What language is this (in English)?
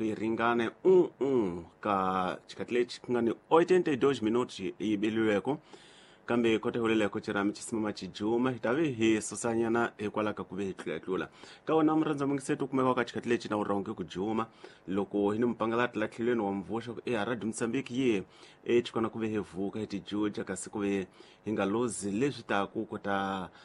Tsonga